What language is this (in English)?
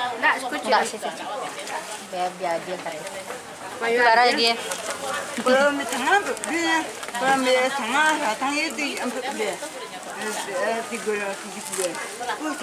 Minangkabau